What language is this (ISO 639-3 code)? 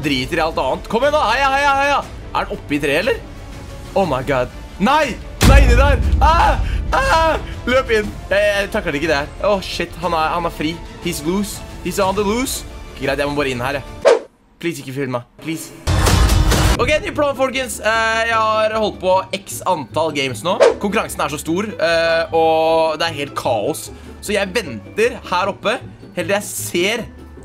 nor